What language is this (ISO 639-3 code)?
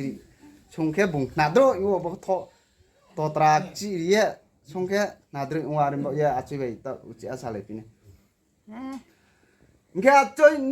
ria